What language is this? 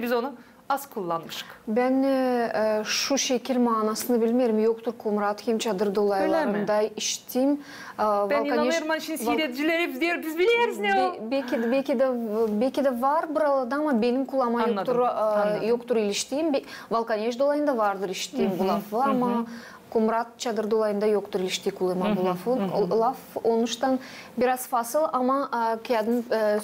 Gagauz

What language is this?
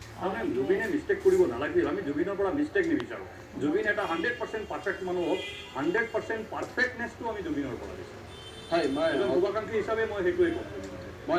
Assamese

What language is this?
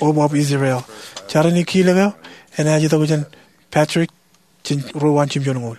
Marshallese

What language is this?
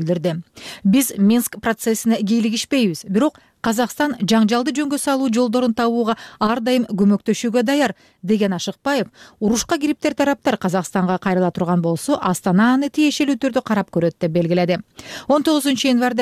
Kyrgyz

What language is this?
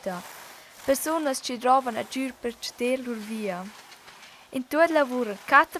Romansh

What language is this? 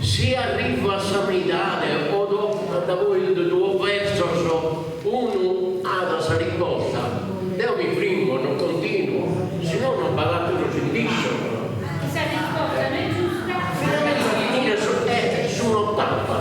Sardinian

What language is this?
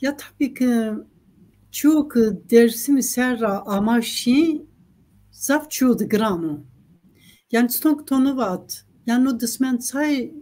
Zaza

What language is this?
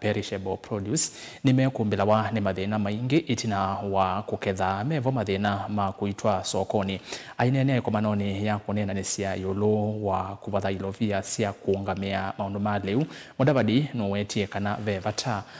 Kamba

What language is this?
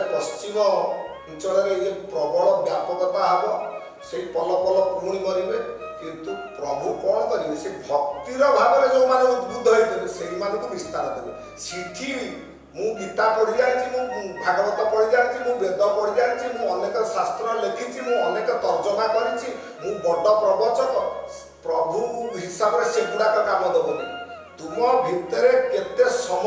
Odia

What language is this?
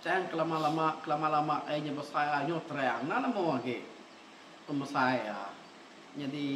Iban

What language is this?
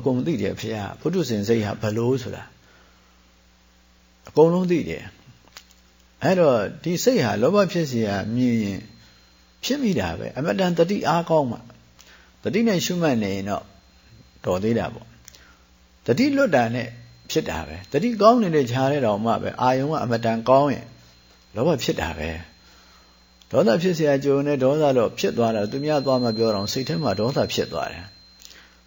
Burmese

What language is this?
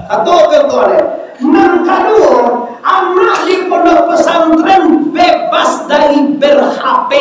Minangkabau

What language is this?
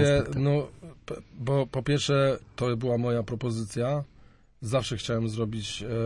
Polish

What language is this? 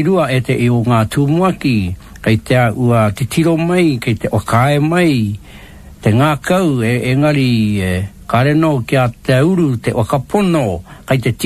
Māori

